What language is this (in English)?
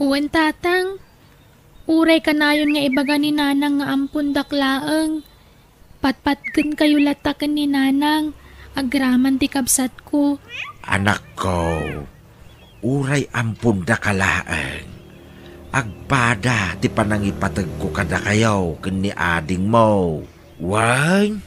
Iloko